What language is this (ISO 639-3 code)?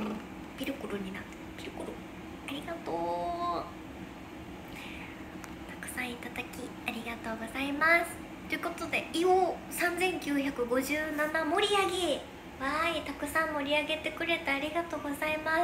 jpn